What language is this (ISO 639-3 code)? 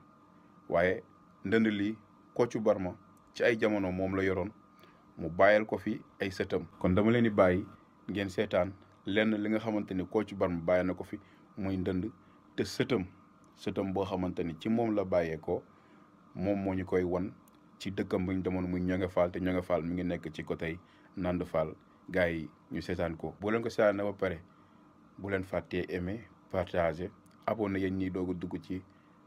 wol